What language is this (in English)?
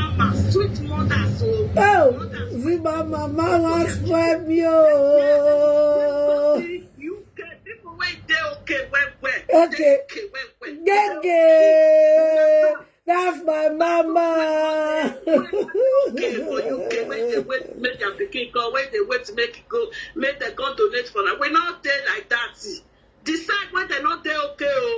Nigerian Pidgin